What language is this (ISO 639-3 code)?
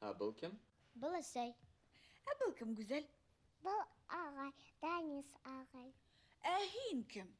bak